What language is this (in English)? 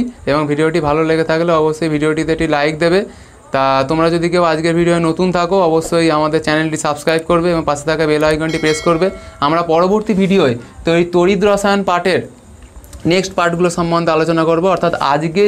Bangla